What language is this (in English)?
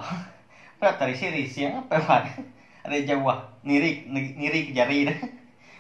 Iban